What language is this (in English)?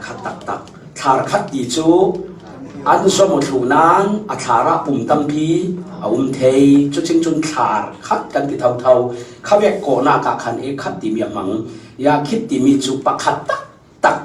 Falam Chin